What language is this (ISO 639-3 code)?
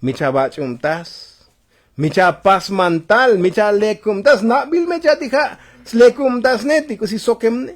tzo